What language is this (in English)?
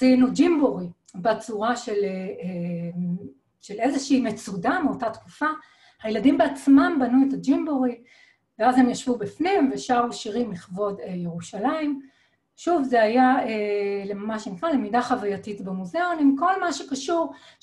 Hebrew